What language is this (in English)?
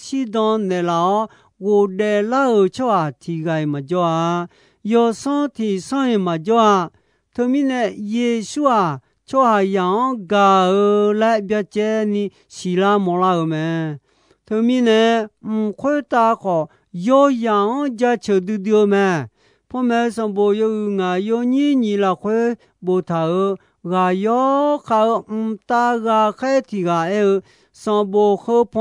Akha